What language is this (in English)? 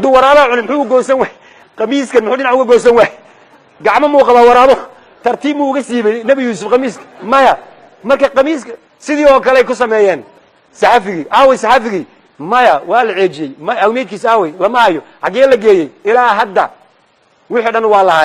Somali